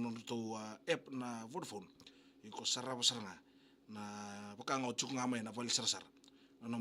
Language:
Fijian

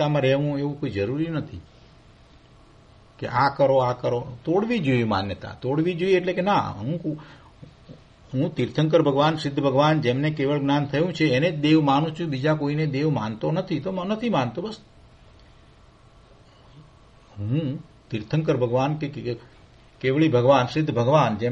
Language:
Gujarati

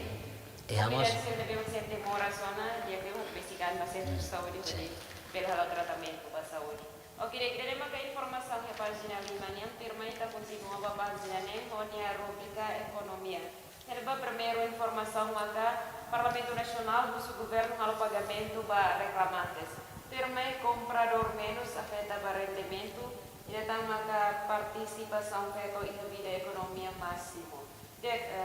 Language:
Tetum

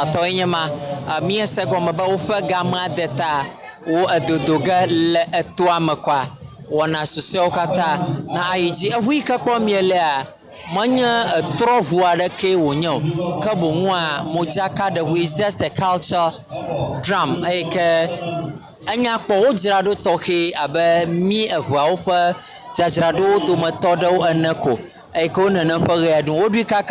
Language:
Ewe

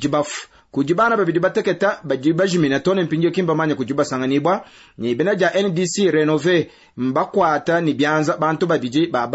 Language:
Luba-Lulua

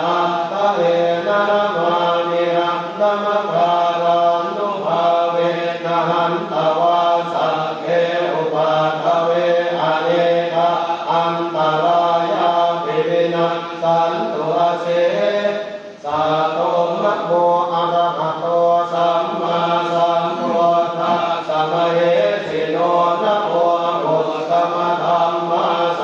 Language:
Pali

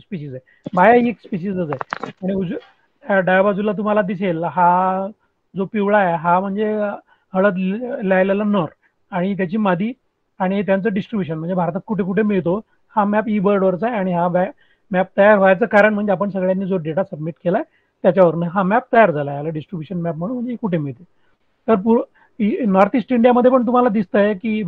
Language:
Marathi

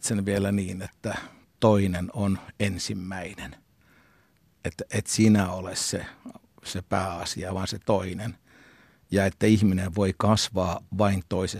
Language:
Finnish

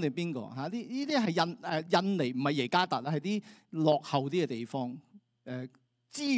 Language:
Cantonese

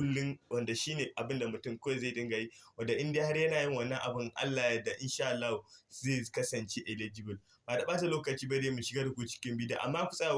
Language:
Hausa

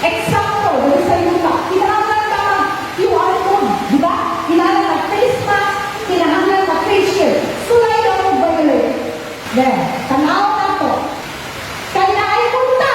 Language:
Cebuano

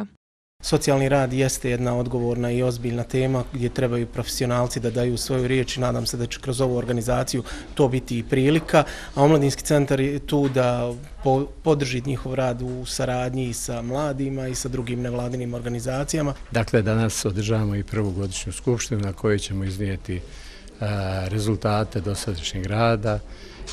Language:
Bosnian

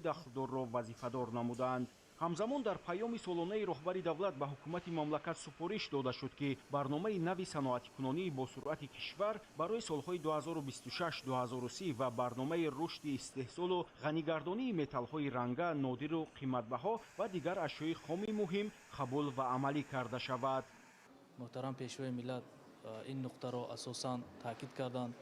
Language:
Tajik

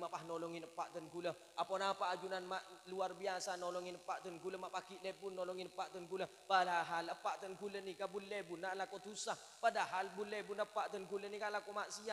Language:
Madurese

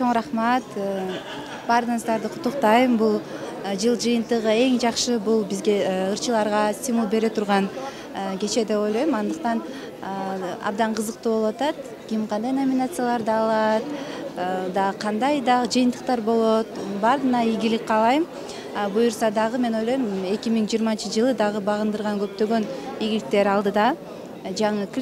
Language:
Kyrgyz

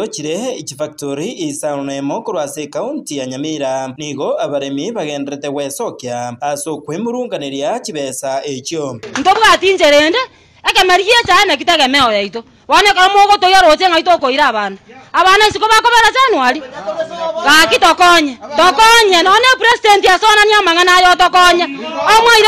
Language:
Gusii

